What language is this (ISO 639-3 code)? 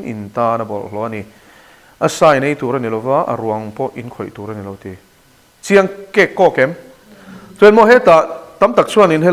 lus